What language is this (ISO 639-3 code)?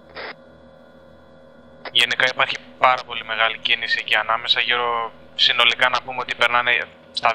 ell